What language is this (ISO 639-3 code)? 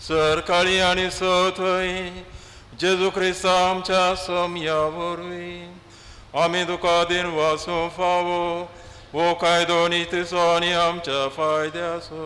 kok